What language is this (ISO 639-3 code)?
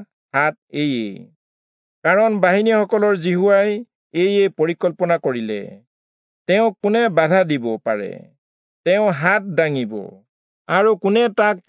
asm